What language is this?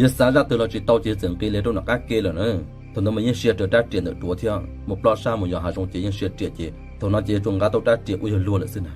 Hmong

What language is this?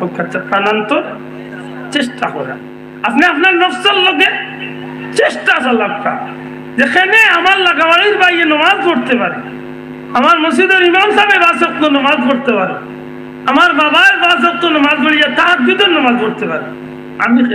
Sylheti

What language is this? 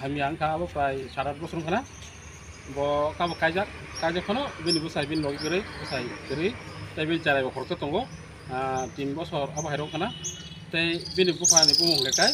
Kok Borok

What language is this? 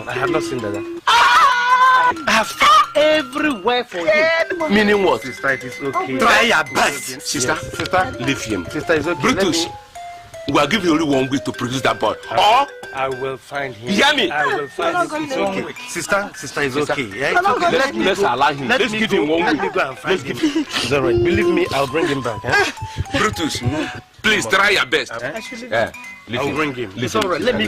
Nigerian Pidgin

